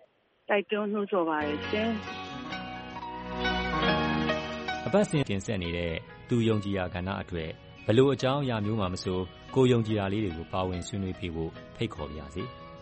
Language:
Burmese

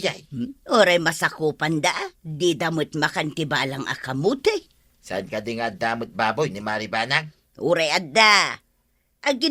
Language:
Iloko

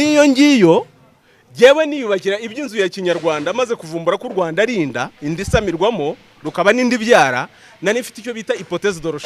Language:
Kinyarwanda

